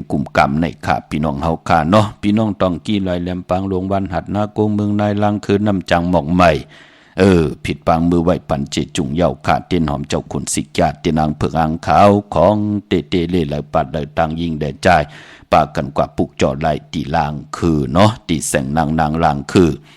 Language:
Shan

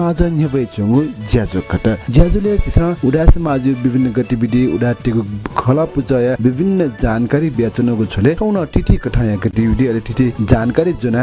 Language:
Newari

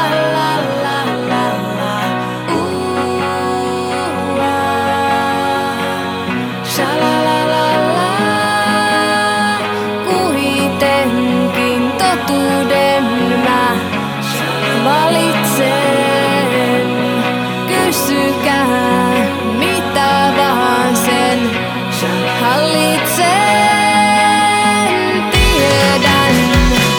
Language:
Finnish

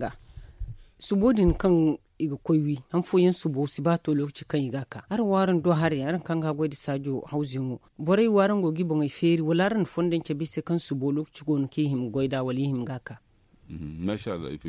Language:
Zarma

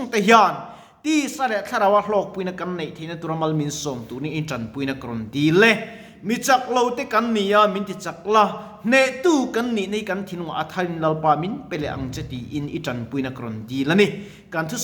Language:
Mizo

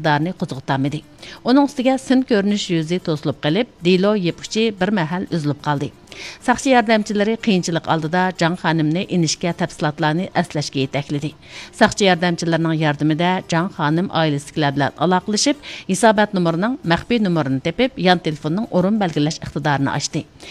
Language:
Uyghur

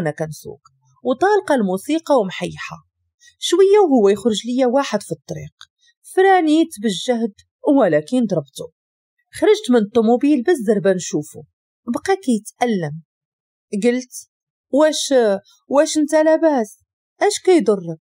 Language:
Moroccan Arabic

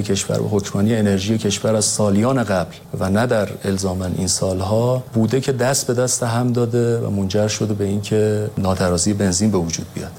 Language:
Persian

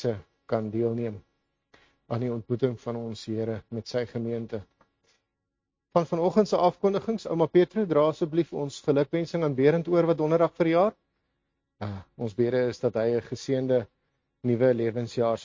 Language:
Afrikaans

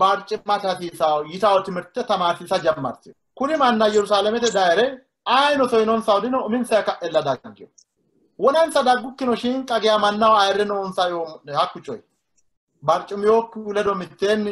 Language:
Sidamo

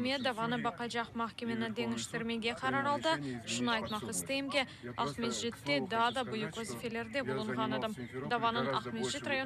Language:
Crimean Tatar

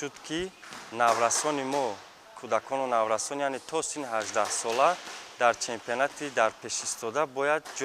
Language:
Tajik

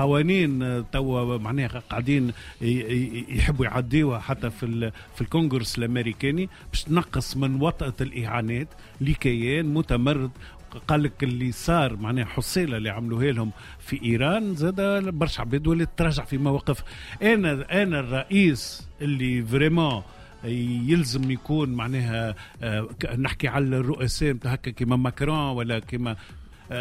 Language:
Tunisian Arabic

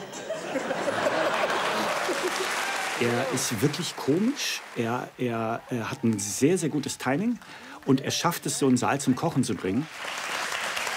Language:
German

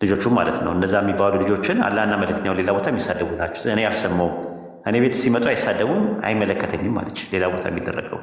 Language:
Amharic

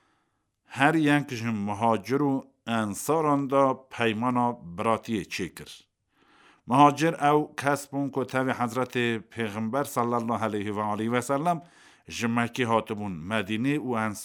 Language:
Kurdish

